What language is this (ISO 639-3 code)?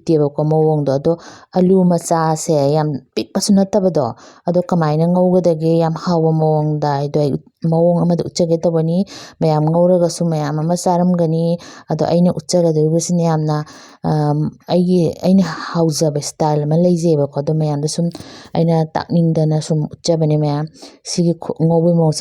mni